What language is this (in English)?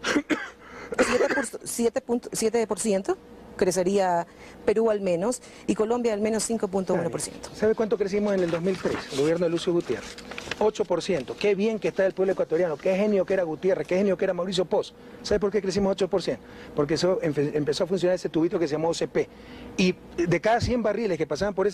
Spanish